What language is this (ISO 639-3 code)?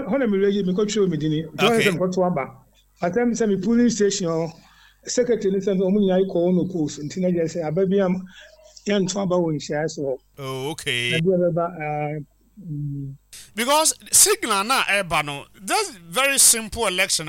aka